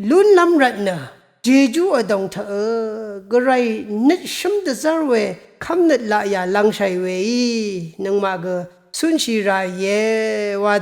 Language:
Rawang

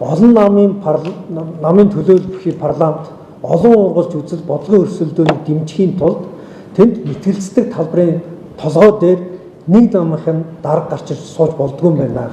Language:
Mongolian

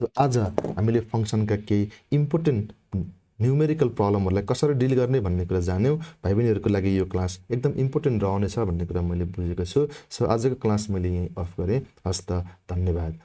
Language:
Nepali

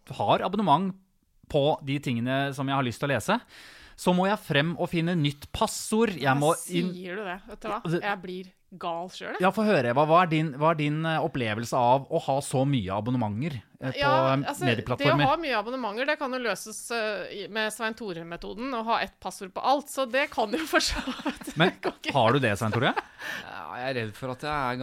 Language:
Norwegian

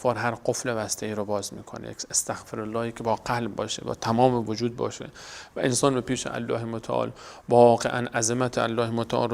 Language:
Persian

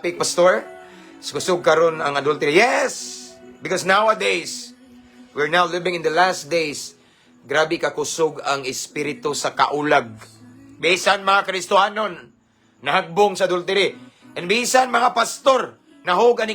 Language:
Cebuano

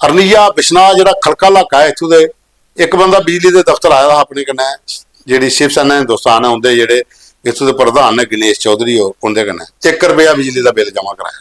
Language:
Dogri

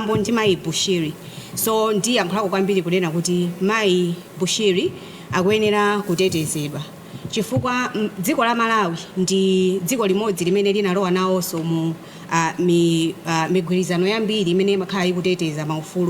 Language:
Nyanja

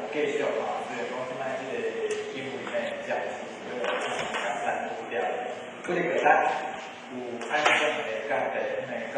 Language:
Min Nan Chinese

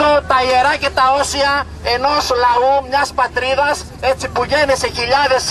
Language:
Greek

